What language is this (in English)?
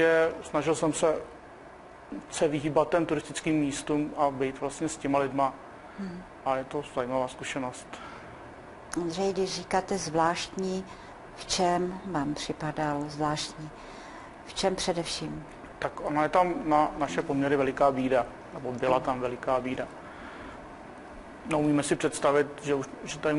Czech